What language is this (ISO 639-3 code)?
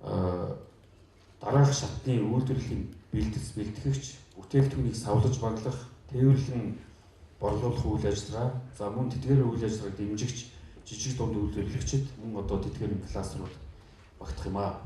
mon